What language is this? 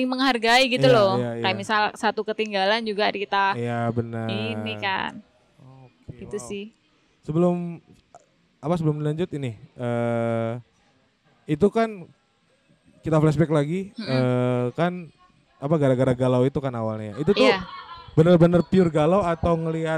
Indonesian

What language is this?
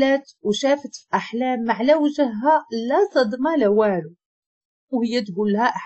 Moroccan Arabic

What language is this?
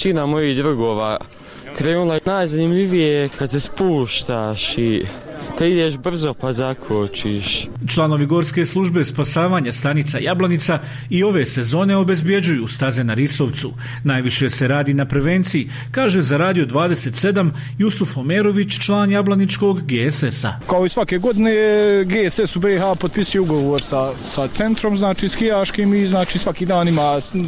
Bosnian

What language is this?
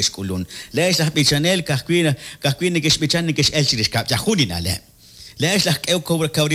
Kekchí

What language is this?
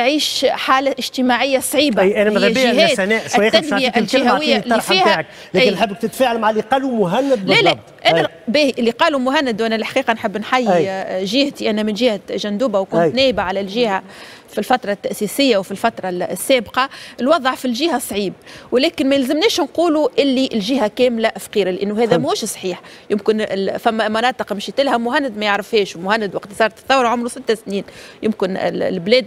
Tunisian Arabic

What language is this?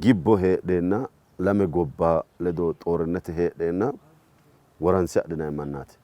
Sidamo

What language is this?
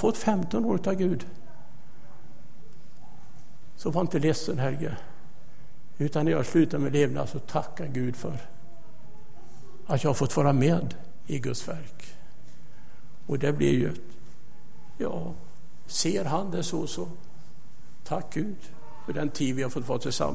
Swedish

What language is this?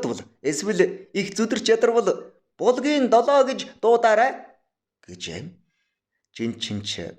Mongolian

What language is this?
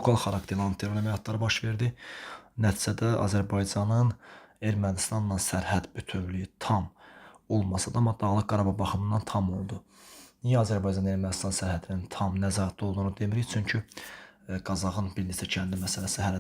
Azerbaijani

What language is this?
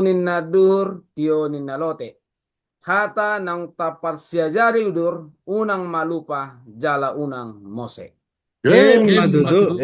Batak Toba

